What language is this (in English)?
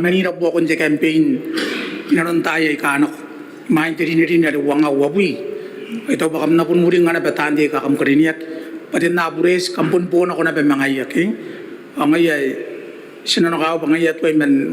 Gilbertese